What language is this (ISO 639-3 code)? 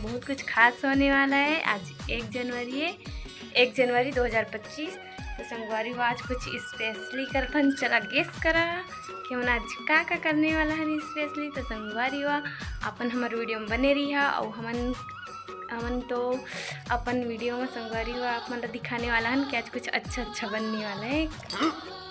hne